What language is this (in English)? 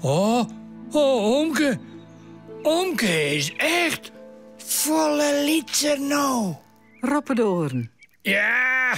Western Frisian